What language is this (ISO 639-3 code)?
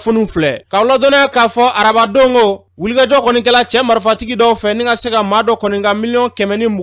bam